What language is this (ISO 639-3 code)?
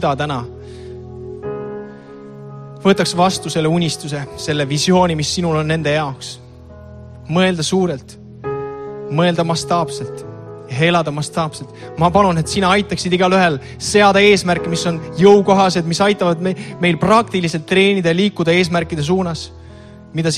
est